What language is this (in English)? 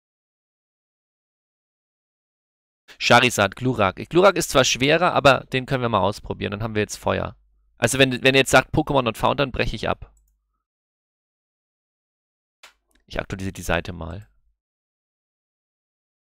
German